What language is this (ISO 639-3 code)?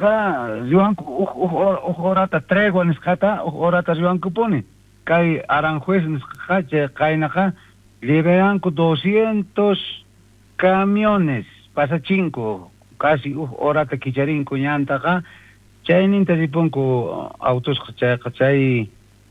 quh